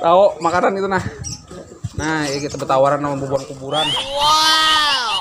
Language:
Banjar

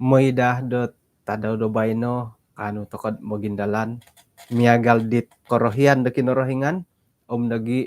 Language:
Central Dusun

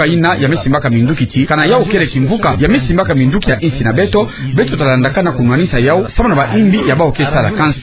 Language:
Kituba (Democratic Republic of Congo)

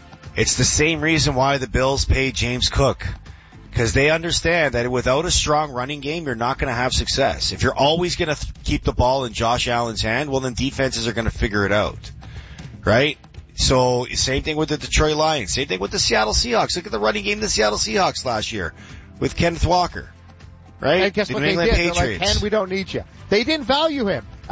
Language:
English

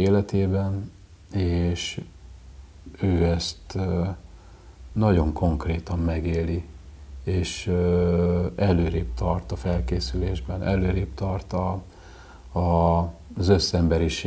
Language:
Hungarian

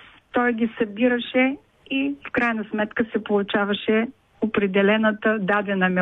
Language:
Bulgarian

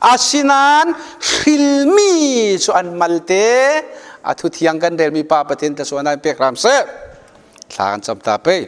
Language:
Falam Chin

